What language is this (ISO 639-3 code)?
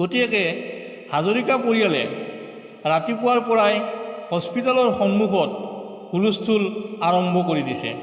asm